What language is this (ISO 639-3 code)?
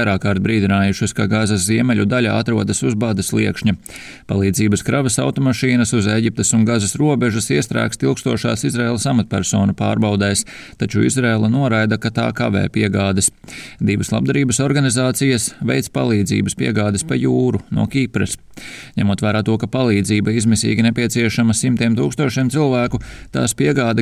lav